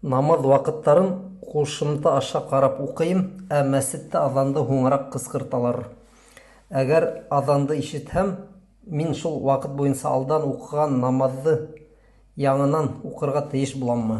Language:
Bashkir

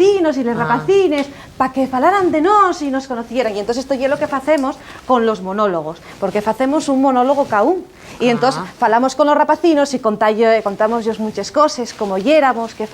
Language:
Asturian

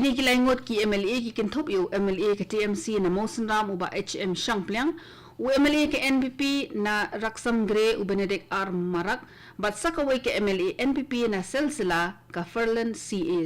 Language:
Khasi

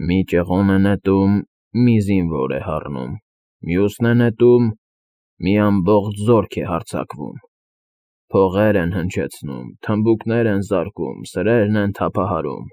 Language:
Armenian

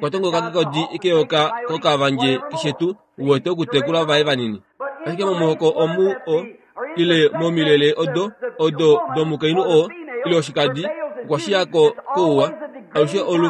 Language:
Kuanyama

